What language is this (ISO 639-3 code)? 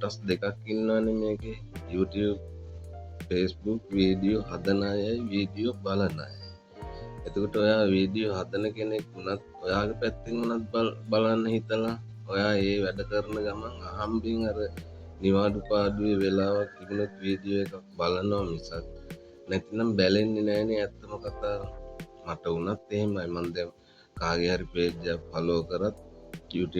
sin